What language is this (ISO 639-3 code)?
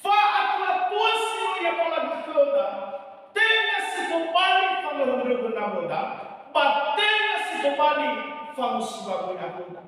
nia